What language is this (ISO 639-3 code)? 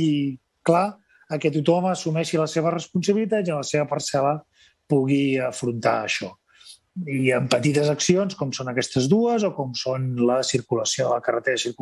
cat